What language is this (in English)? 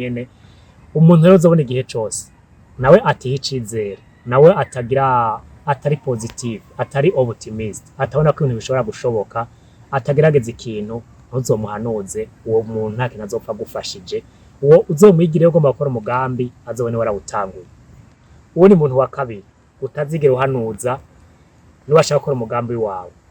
Rundi